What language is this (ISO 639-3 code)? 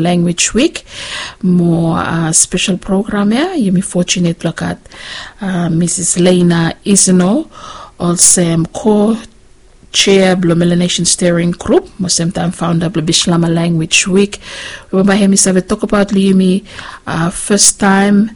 bis